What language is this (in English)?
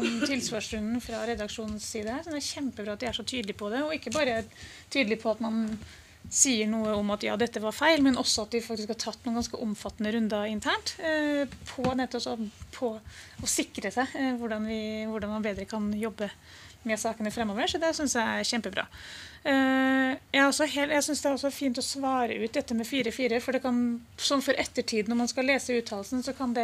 Norwegian